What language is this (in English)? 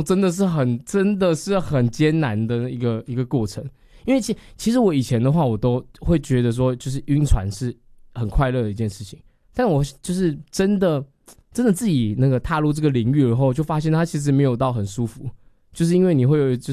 Chinese